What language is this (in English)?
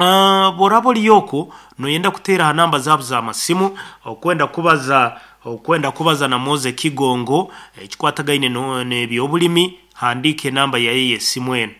Nyoro